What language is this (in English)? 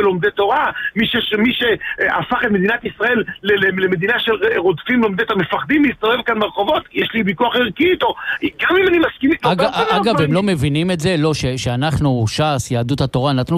Hebrew